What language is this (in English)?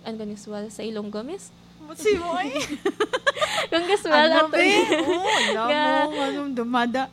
Hiligaynon